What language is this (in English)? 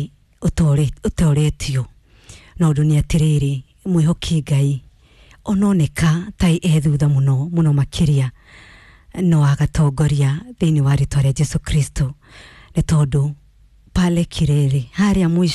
Kikuyu